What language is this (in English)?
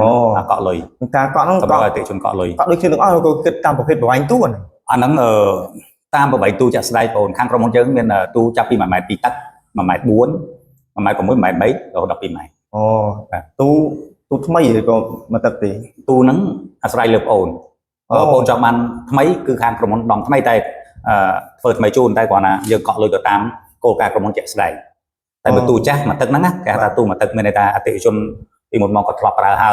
Khmer